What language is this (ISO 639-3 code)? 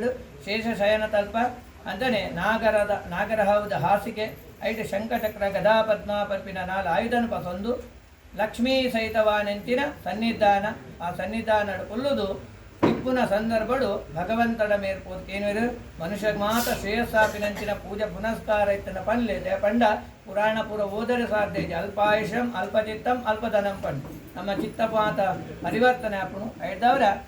tcy